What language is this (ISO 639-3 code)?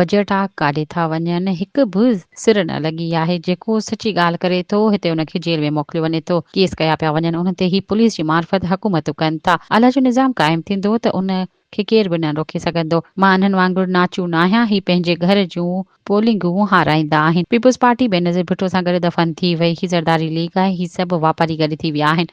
snd